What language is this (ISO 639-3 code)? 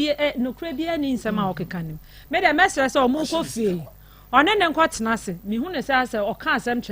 aka